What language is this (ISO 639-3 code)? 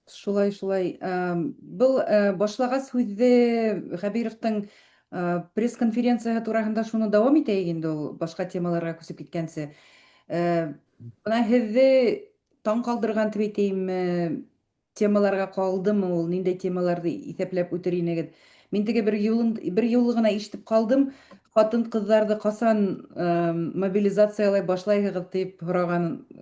bak